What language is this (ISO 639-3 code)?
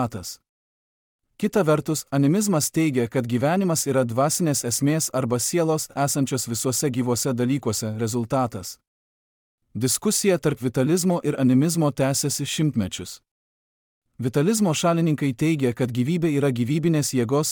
lit